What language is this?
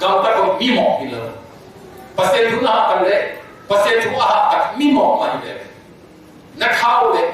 Tedim Chin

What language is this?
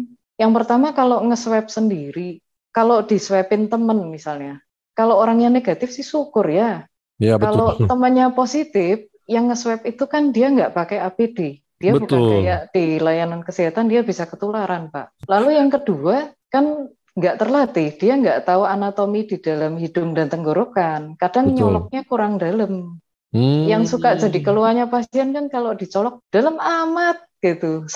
Indonesian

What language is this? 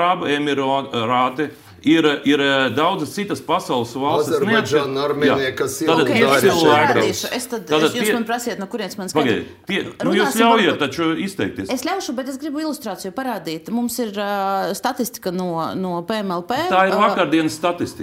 Latvian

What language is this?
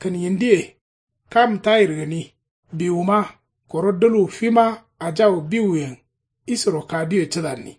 Kanuri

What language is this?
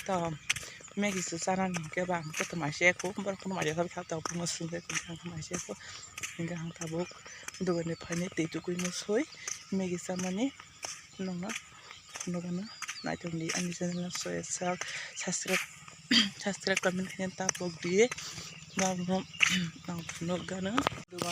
Kok Borok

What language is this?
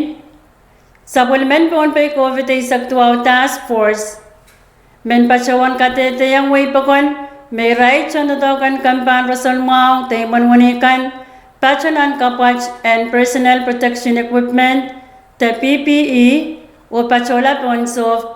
Pohnpeian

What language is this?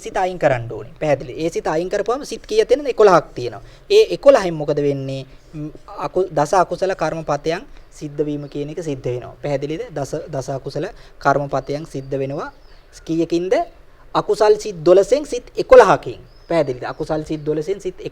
Sinhala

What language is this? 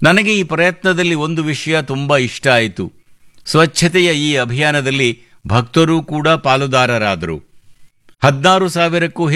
Kannada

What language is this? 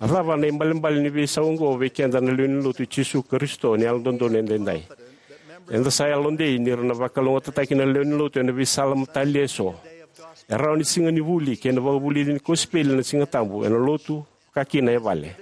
Fijian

